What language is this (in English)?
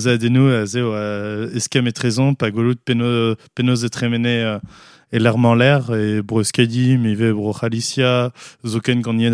Breton